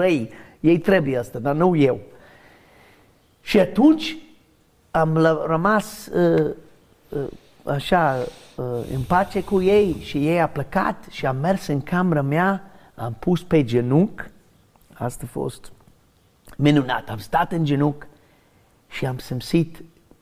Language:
Romanian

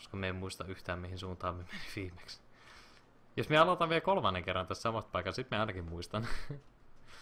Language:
Finnish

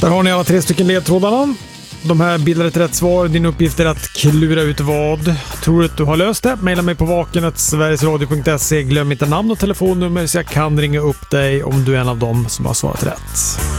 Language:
Swedish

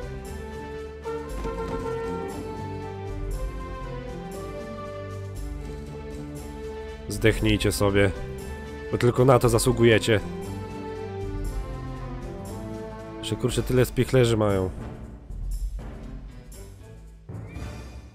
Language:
Polish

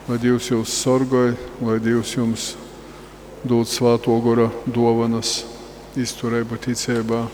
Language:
Latgalian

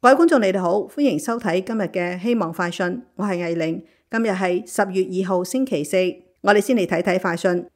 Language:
Cantonese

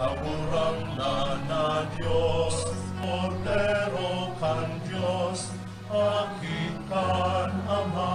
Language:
Bikol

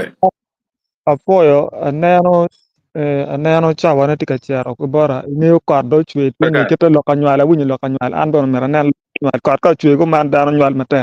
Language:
Acoli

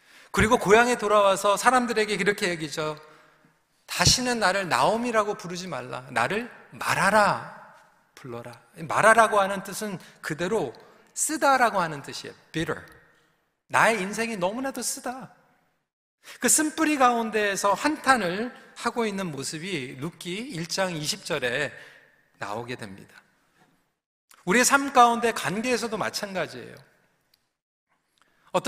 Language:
Korean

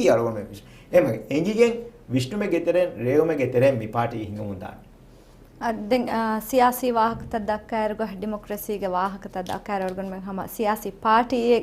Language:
Divehi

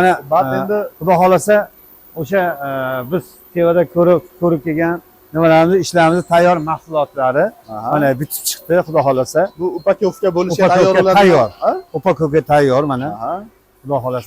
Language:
Uzbek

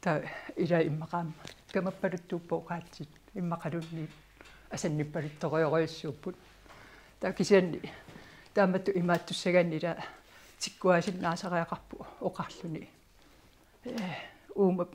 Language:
Kalaallisut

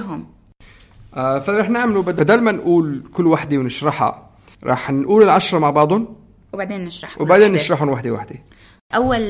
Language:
North Levantine Arabic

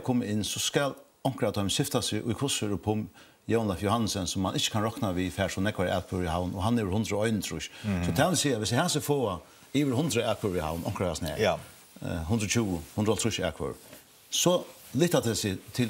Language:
Faroese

